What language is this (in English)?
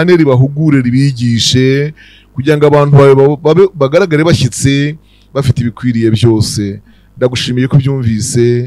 Kinyarwanda